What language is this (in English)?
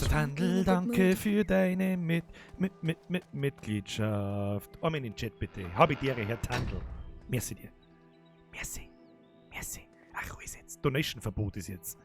Bavarian